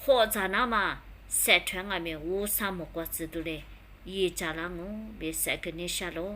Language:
Lisu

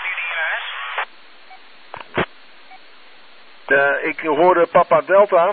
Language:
Dutch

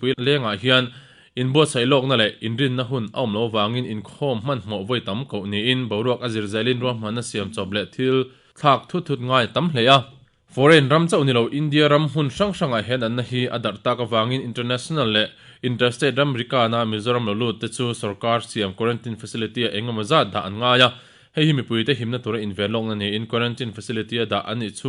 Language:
Mizo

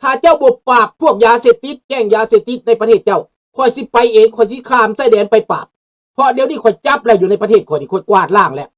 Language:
Lao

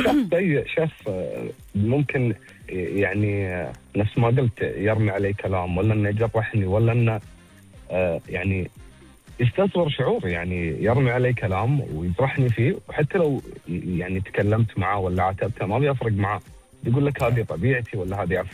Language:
Gulf Arabic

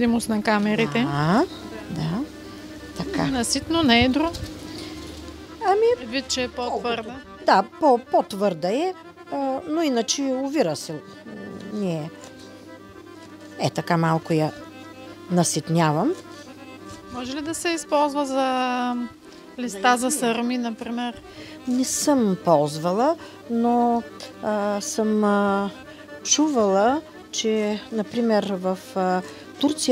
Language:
Bulgarian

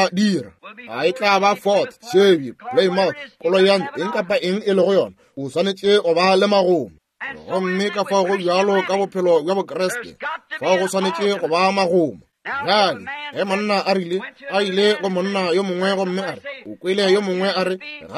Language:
Northern Sotho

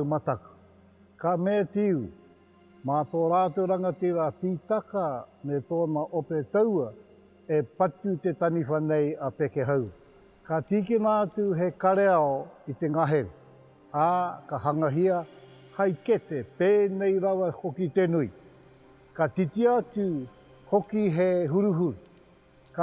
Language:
Māori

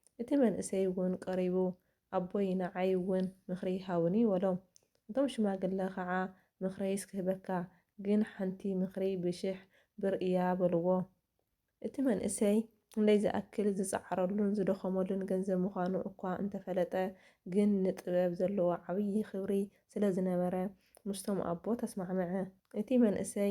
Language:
Tigrinya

